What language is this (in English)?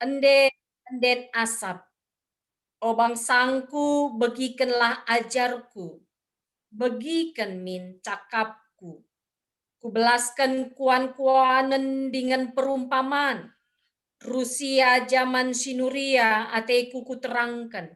Batak Karo